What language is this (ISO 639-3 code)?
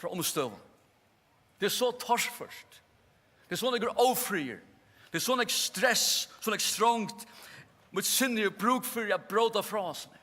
fao